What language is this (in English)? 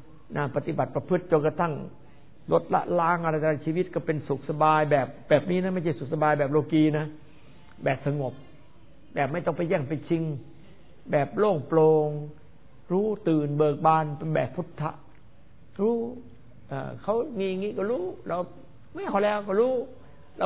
Thai